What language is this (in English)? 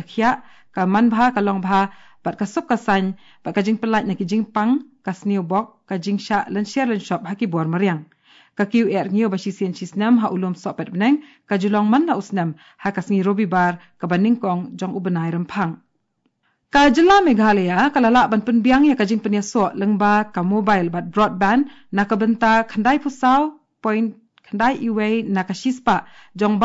Khasi